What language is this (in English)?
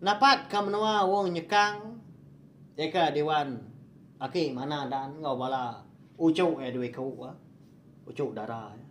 Iban